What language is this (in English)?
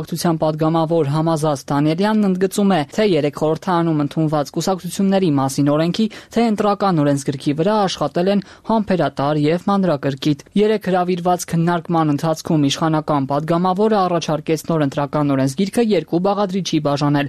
Armenian